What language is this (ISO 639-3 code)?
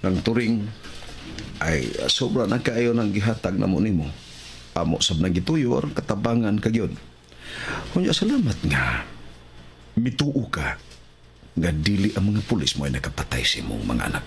ceb